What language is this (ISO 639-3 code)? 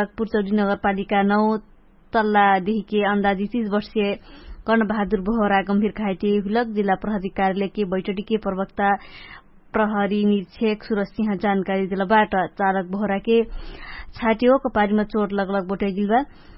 thl